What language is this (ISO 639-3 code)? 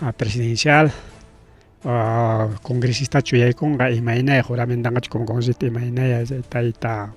quy